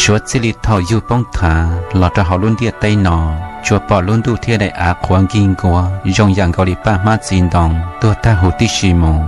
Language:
Hmong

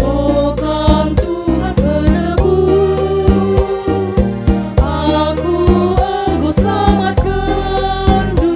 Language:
Batak Karo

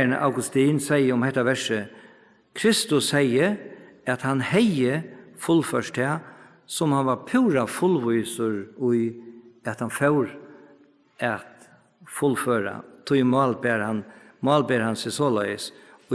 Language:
Faroese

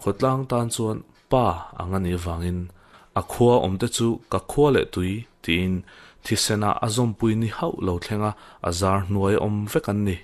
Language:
Mizo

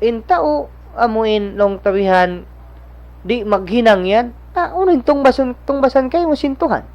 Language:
Tausug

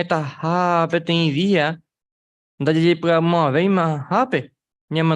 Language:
Guarani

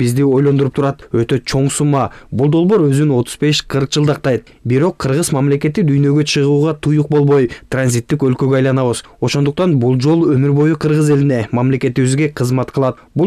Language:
Kyrgyz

